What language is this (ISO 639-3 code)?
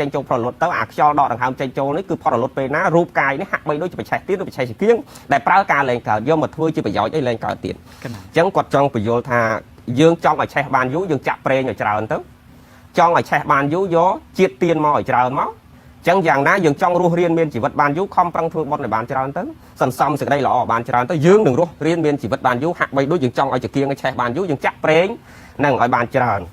khm